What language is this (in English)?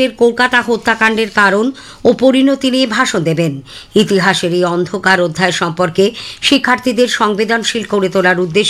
Bangla